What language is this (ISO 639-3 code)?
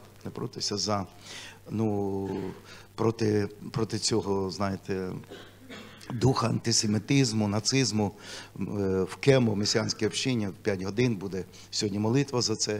ukr